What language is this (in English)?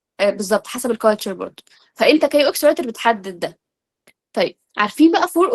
Egyptian Arabic